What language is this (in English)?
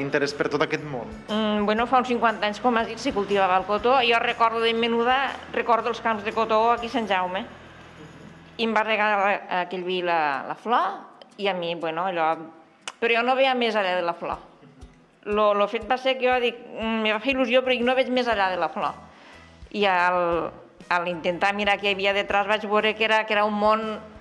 Catalan